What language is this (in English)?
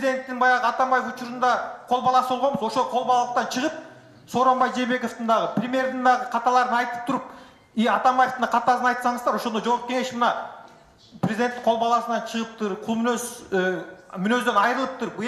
Kyrgyz